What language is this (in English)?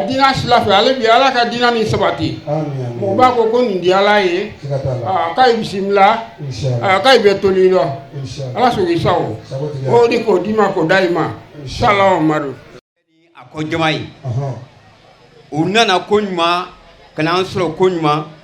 Bambara